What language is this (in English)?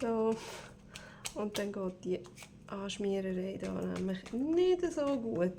Swiss German